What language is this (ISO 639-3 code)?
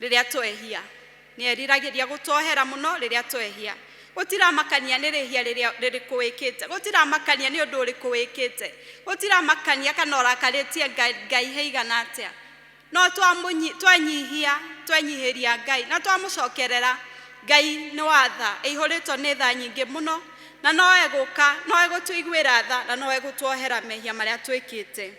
kik